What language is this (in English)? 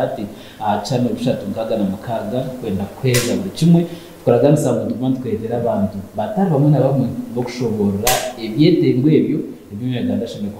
Nyankole